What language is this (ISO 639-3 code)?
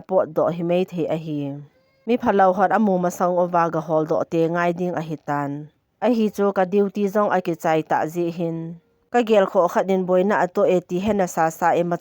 tcz